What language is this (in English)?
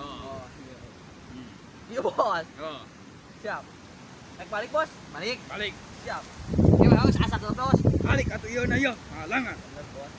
Sundanese